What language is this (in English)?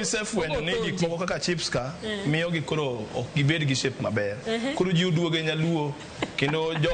Luo (Kenya and Tanzania)